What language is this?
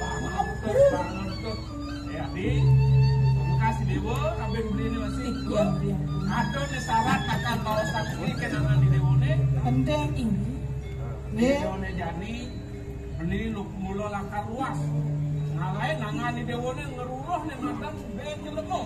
Balinese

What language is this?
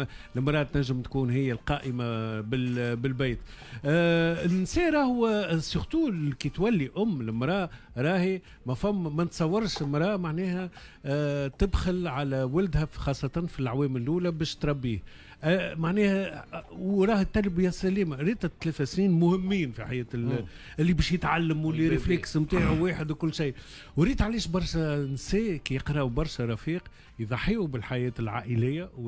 Tunisian Arabic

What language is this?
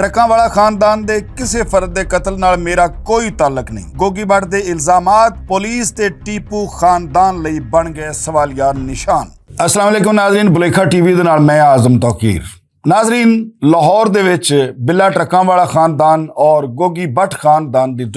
Western Panjabi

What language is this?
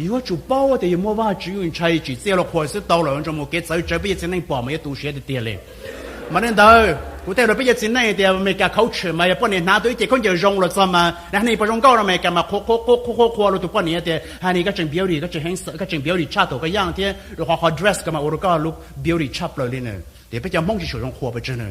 Hmong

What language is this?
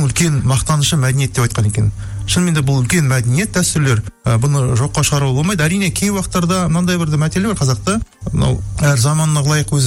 Kazakh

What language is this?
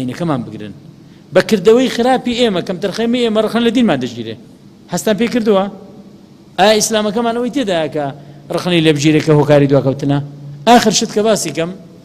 Central Kurdish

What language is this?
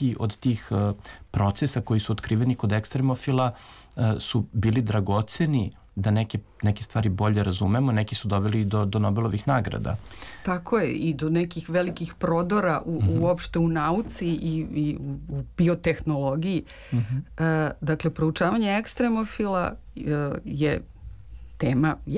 Serbian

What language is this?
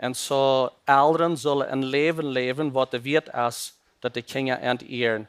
Plautdietsch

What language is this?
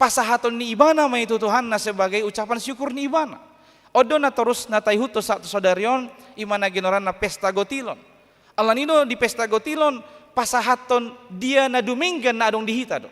Batak Toba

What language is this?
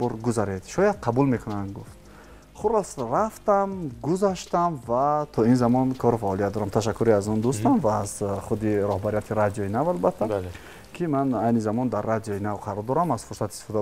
Tajik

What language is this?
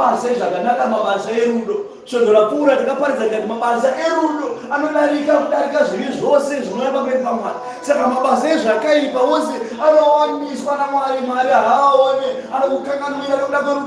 Shona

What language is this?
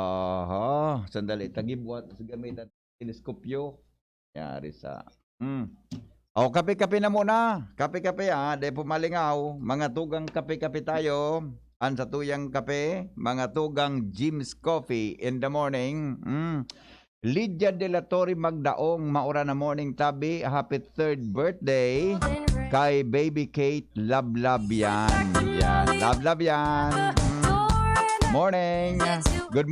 Bikol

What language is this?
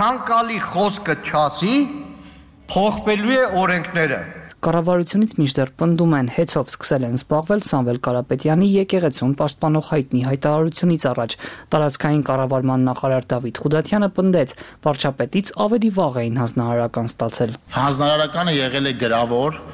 Armenian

